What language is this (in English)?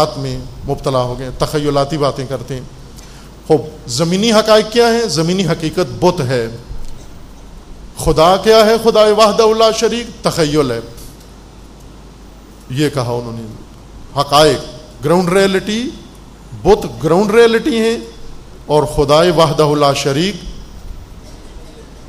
Urdu